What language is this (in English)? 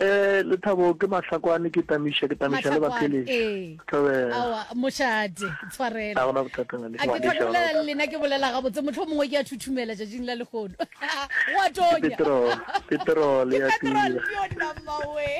Northern Sotho